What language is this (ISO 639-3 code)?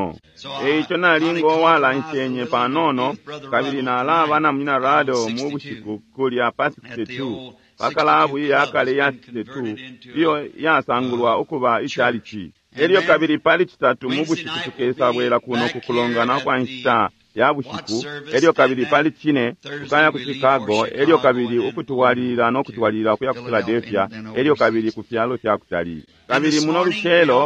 bem